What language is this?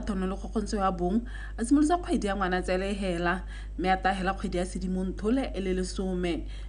Tswana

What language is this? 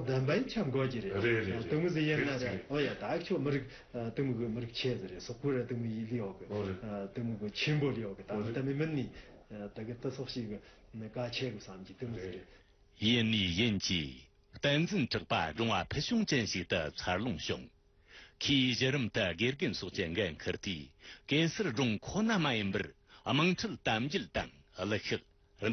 Tibetan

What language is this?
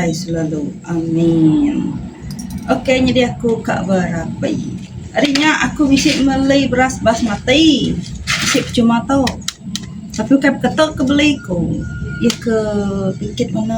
Iban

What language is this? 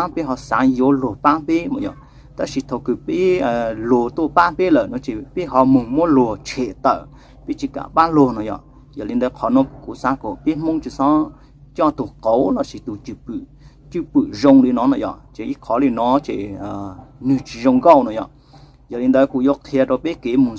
Hmong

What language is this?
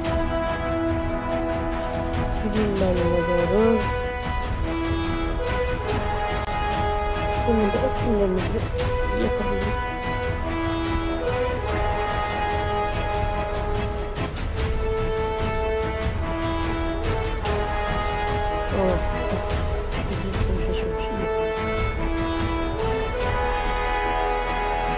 Turkish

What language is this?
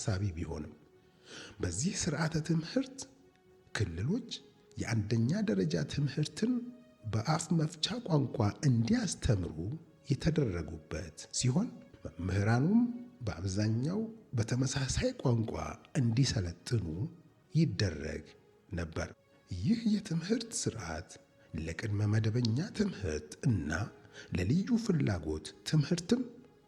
Amharic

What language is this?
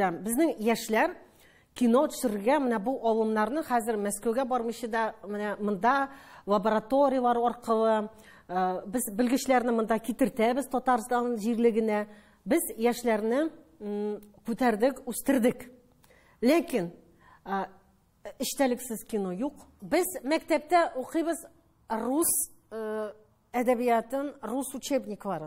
Tatar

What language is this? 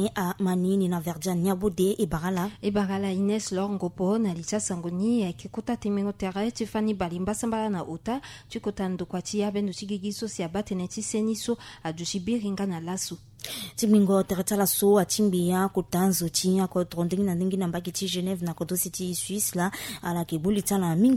Sango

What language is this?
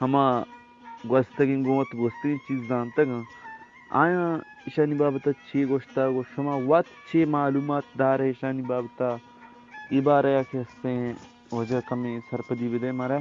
Eastern Balochi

